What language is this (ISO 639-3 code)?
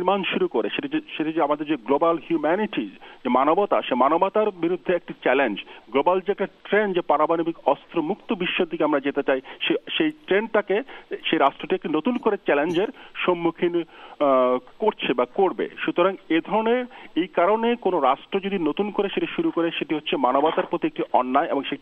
ben